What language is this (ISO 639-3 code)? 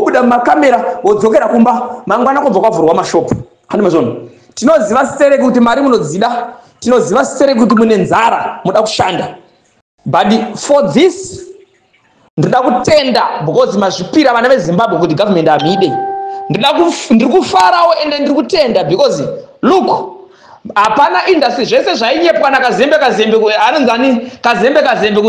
sna